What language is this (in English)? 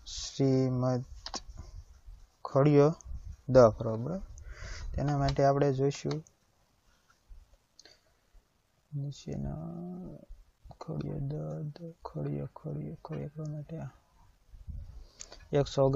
Gujarati